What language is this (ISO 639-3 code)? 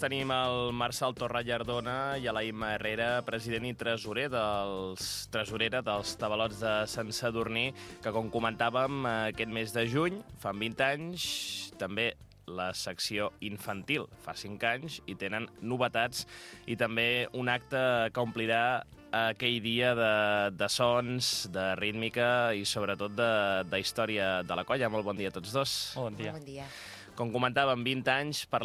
cat